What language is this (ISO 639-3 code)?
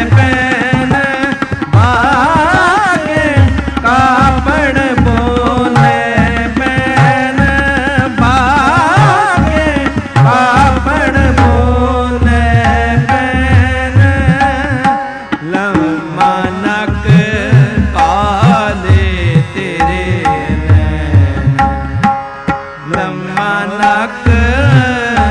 pan